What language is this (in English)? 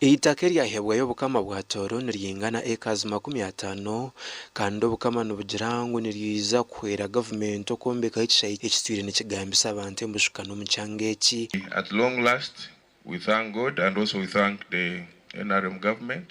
Nyankole